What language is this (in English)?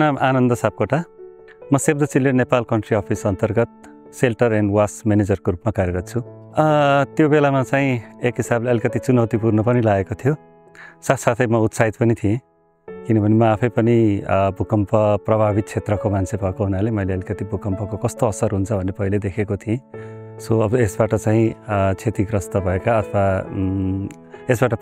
Nepali